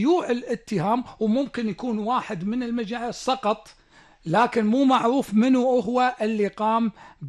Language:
Gulf Arabic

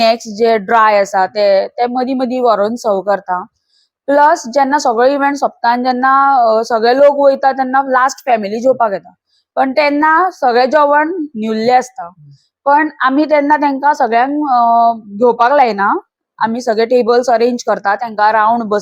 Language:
Konkani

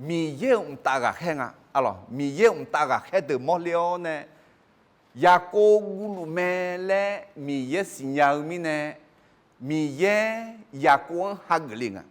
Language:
Akha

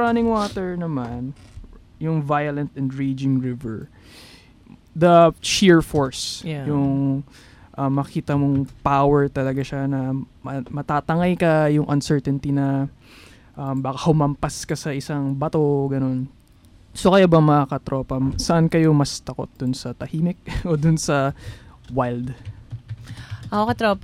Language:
Filipino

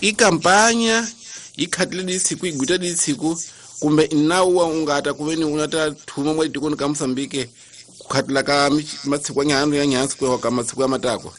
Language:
Tsonga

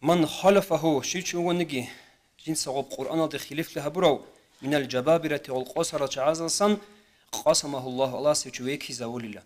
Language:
Avaric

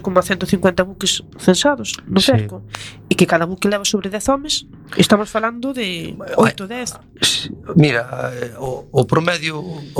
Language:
Galician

